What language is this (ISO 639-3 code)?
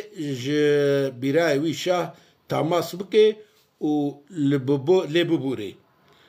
kur